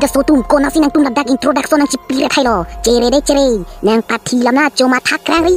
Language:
Karbi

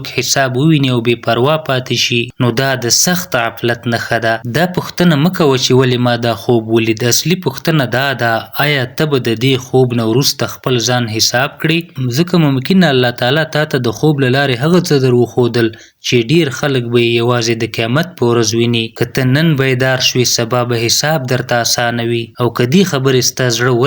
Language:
Pashto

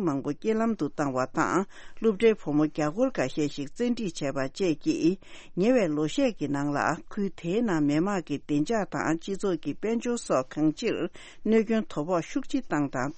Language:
Tibetan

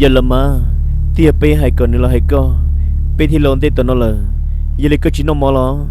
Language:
Hmong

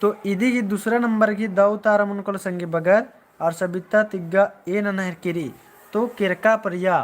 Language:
Kurukh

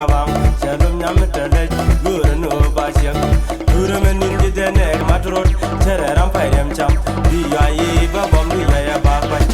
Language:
Nuer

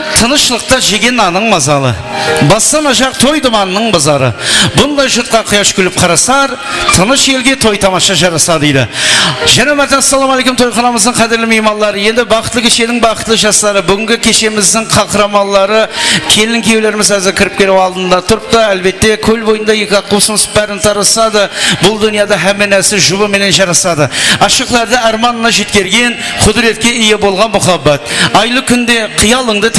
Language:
Kara-Kalpak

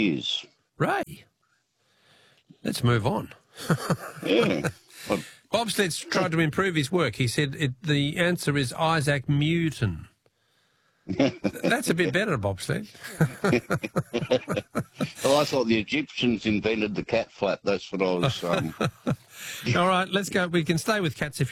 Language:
English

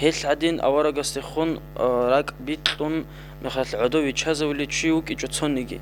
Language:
Avaric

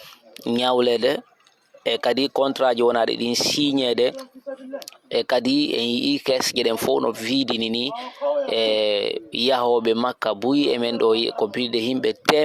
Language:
Fula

